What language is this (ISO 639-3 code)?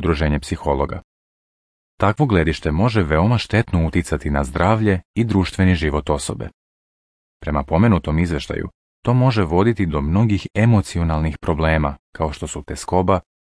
srp